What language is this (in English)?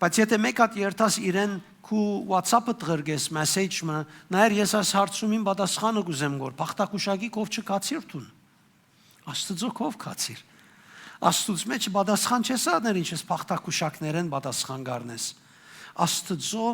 Western Armenian